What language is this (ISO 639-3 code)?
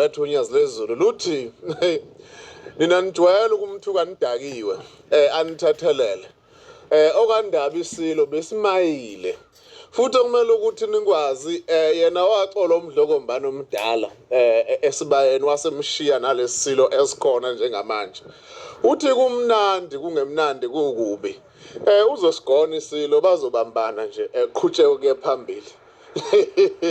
zul